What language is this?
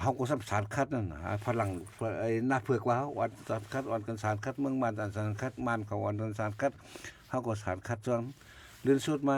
Shan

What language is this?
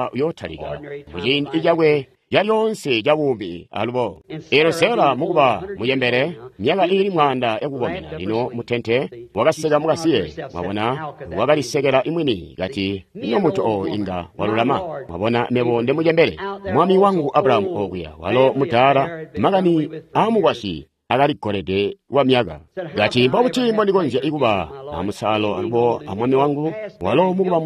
Tonga (Zambia)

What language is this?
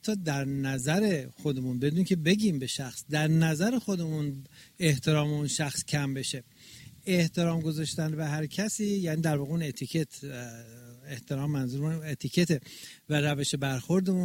Persian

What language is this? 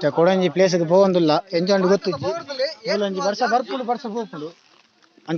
Tulu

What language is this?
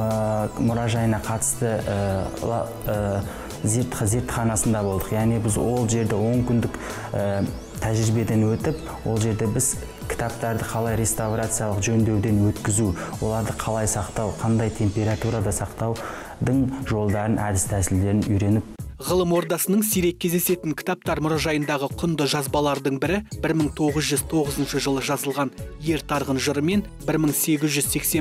Kazakh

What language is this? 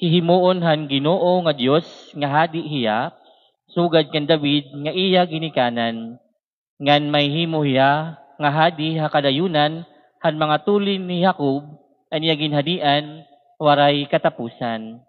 Waray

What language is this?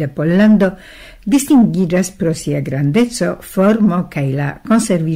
Esperanto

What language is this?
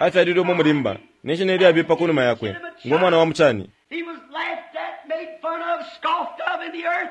Bemba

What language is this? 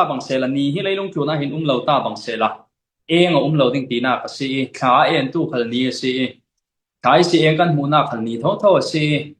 Falam Chin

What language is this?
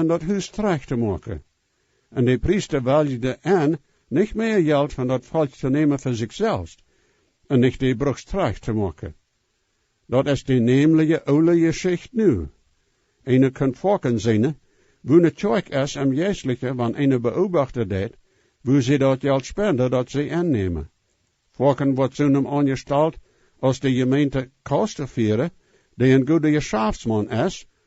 Plautdietsch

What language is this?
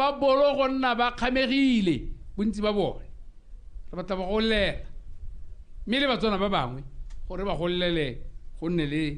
Tswana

